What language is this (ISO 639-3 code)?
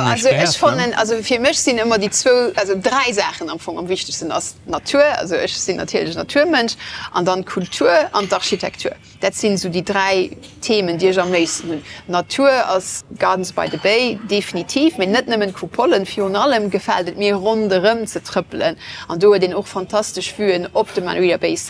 ltz